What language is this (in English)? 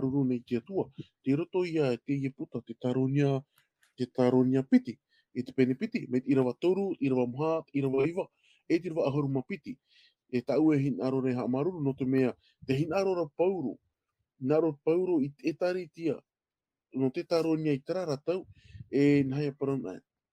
Tahitian